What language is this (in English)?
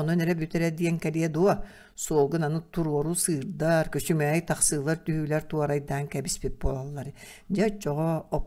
Yakut